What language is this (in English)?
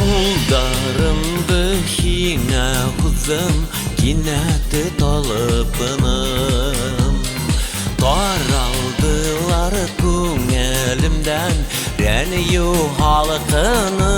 Bashkir